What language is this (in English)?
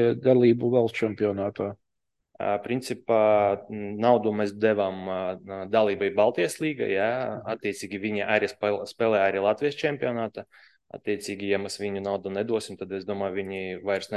Latvian